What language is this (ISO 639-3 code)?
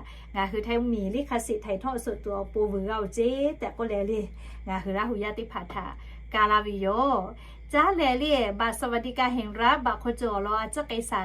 lhu